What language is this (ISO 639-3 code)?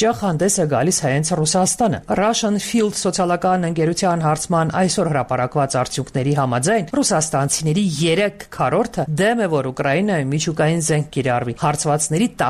hye